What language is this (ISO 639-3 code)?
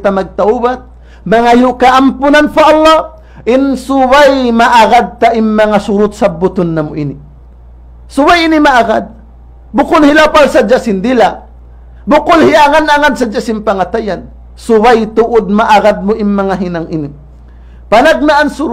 tsg